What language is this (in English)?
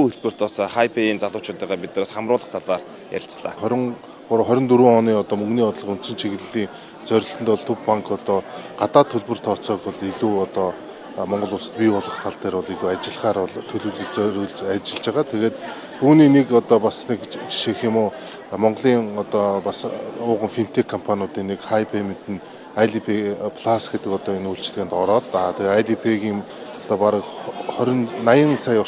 Mongolian